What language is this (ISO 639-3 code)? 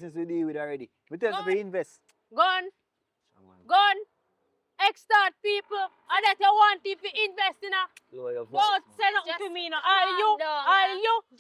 jam